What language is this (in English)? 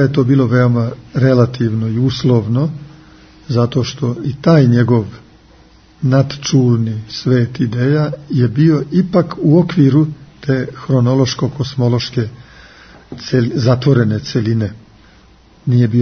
Serbian